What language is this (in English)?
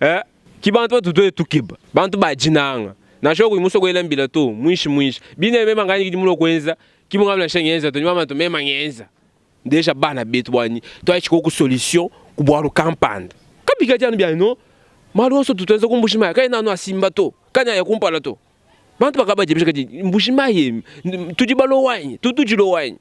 Luba-Lulua